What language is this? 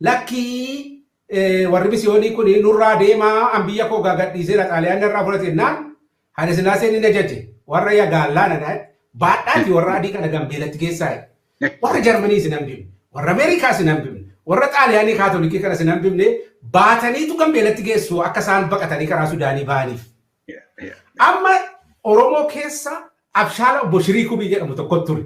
Oromo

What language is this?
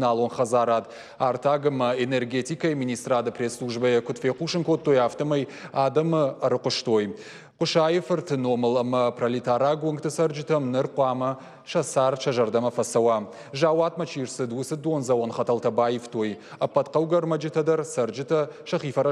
Ossetic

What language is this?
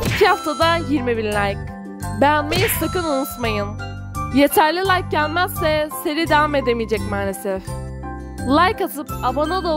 Turkish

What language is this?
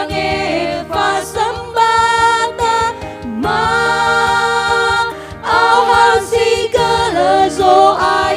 Nias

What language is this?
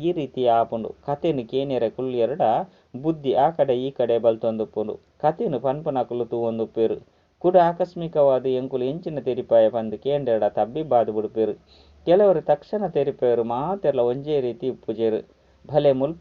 Tulu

